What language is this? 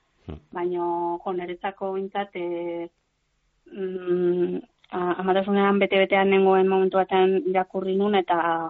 Basque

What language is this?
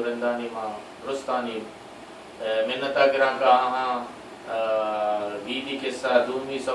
Baluchi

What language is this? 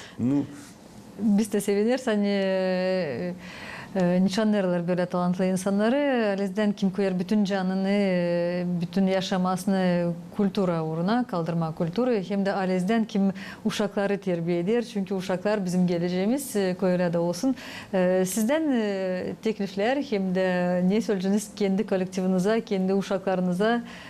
Gagauz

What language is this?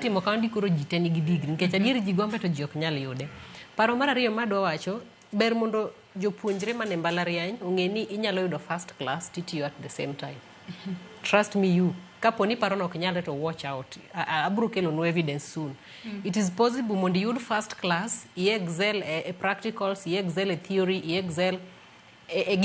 Luo (Kenya and Tanzania)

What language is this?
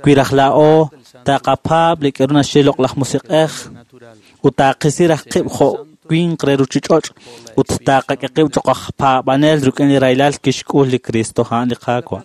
Kekchí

